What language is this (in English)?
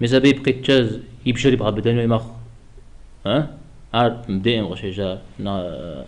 Kabardian